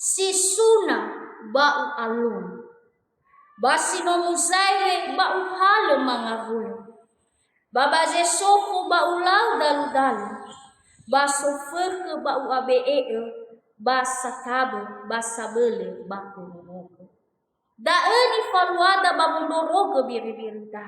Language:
Nias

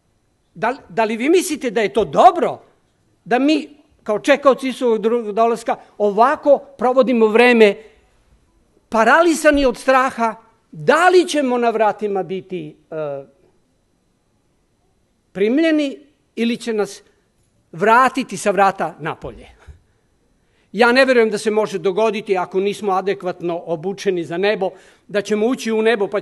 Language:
Serbian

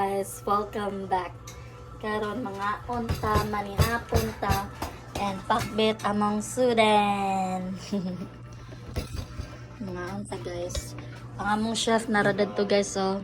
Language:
Cebuano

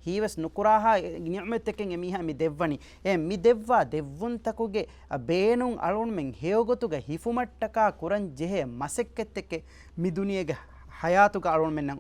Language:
Divehi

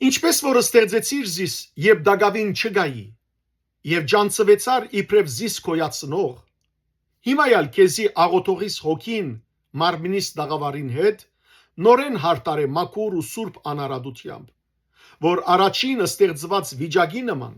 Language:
Western Armenian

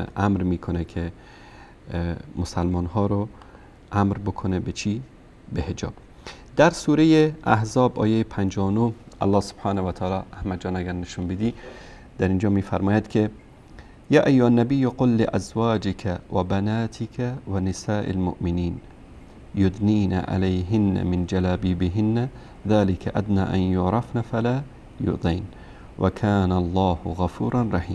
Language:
Persian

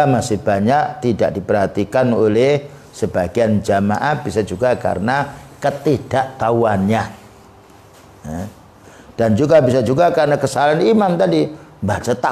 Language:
Indonesian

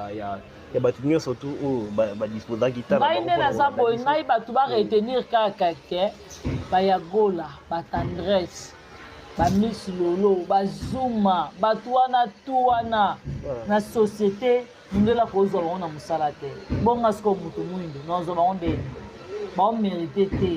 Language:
Lingala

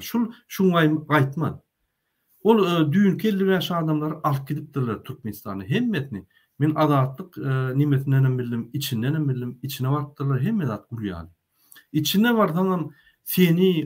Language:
Turkmen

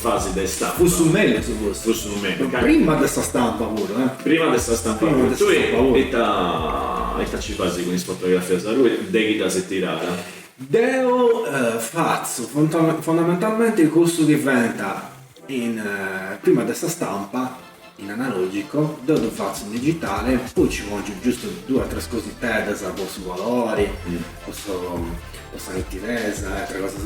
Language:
Sardinian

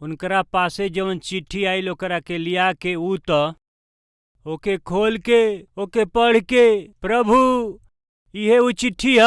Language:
Bhojpuri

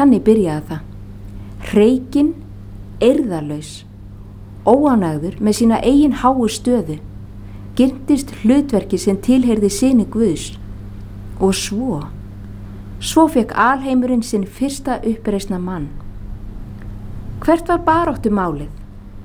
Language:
Icelandic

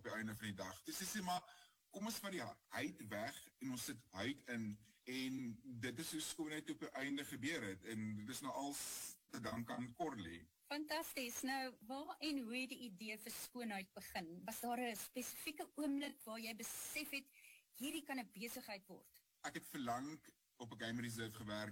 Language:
Afrikaans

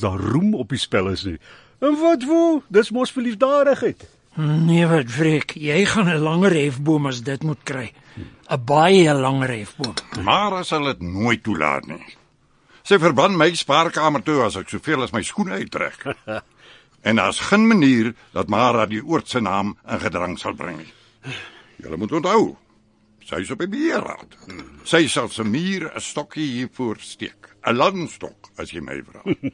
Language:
Afrikaans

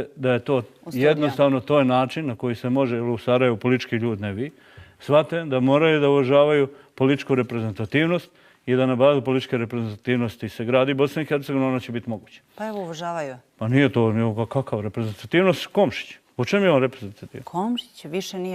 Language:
Bosnian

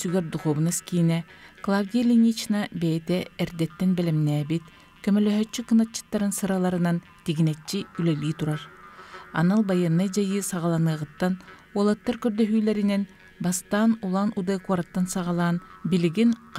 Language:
Yakut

